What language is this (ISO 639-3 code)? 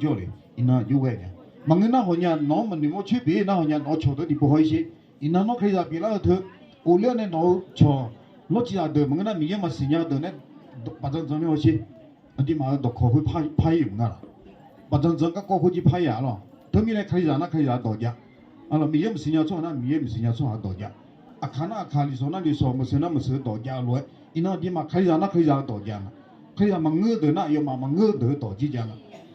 ahk